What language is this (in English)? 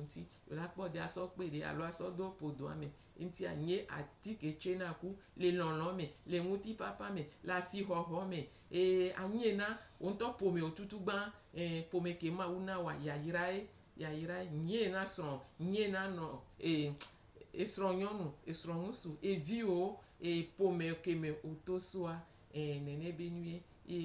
Gen